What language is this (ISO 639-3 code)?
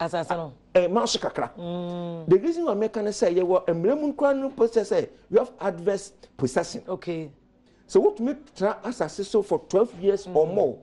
aka